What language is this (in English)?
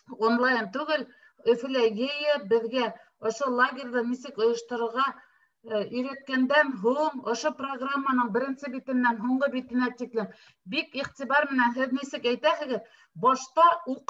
Bashkir